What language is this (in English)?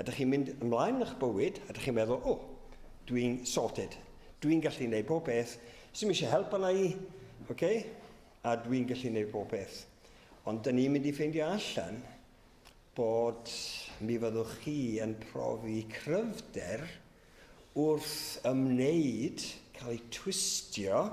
Welsh